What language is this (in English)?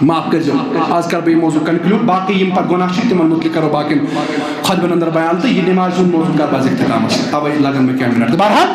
Kashmiri